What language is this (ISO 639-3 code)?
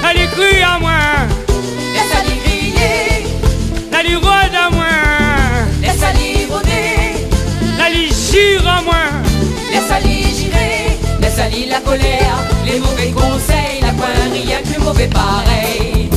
rcf